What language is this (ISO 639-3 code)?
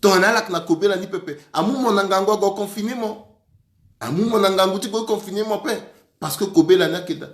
sag